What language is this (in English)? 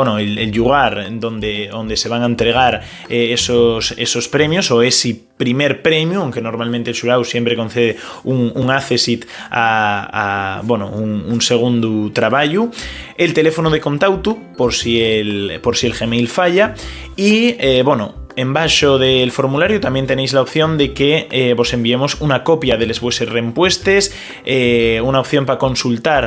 Asturian